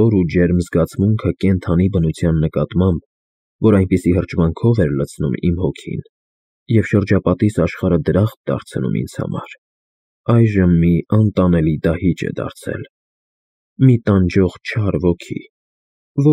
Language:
Armenian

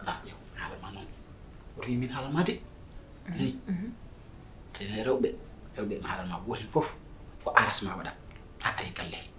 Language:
Fula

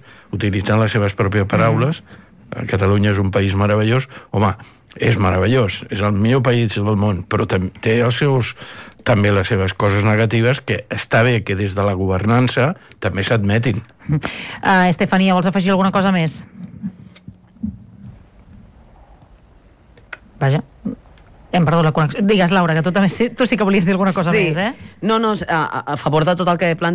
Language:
Catalan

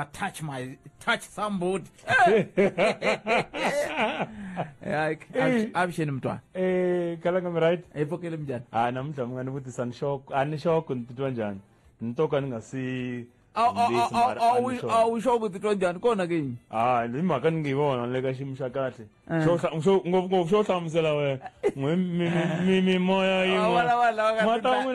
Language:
Tsonga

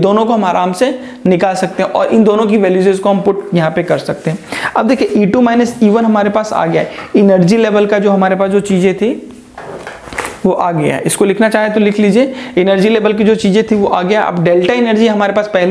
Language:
Hindi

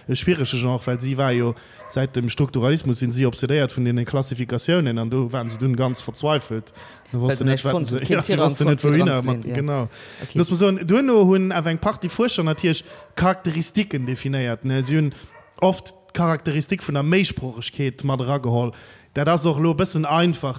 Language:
Luxembourgish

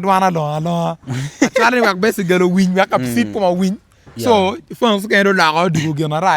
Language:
Acoli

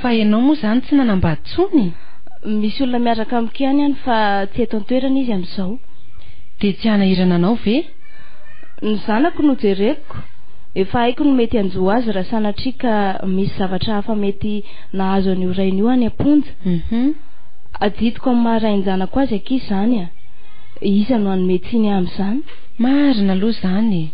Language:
Malagasy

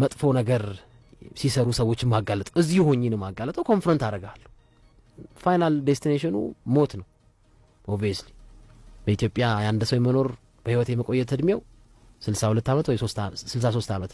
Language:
Amharic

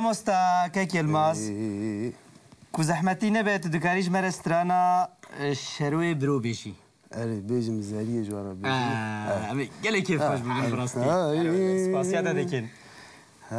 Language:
Kurdish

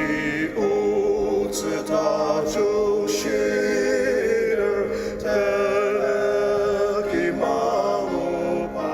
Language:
Ao Naga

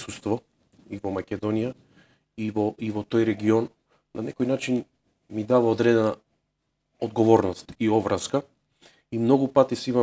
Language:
Macedonian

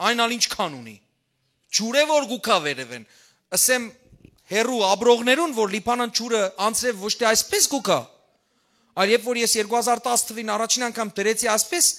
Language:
Western Armenian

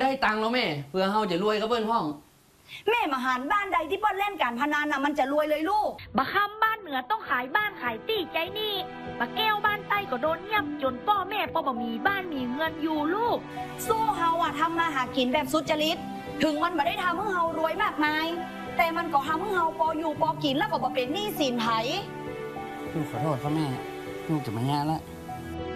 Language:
Thai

